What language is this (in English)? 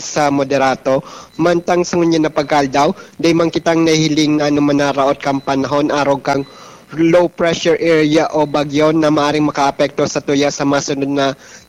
Bikol